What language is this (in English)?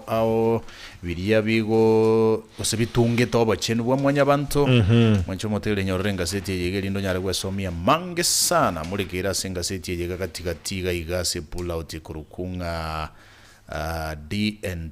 Gusii